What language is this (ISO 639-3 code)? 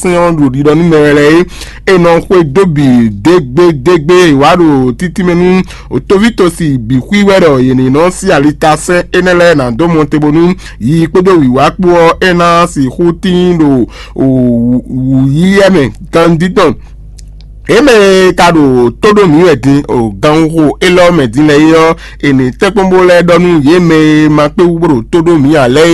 fon